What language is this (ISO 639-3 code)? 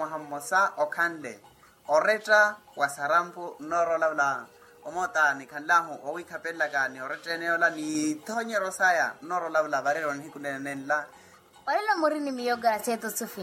vmw